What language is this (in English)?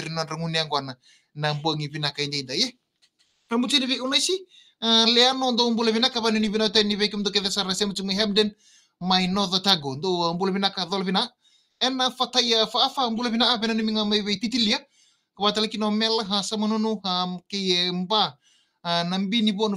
Fijian